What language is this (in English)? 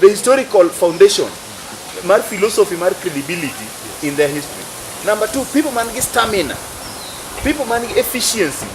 Luo (Kenya and Tanzania)